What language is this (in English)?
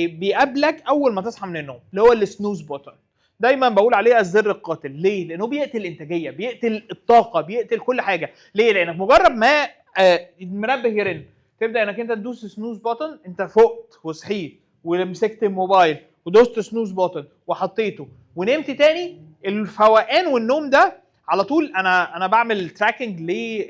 Egyptian Arabic